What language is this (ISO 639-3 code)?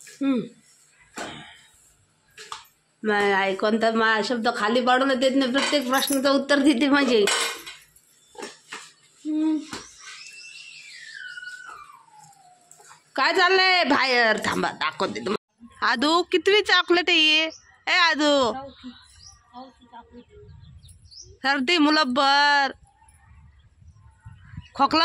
mar